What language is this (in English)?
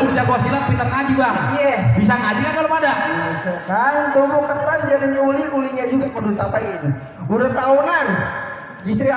Betawi